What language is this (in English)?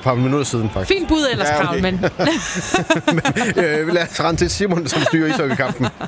Danish